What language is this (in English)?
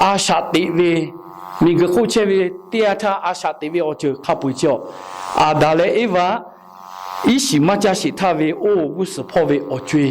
Lahu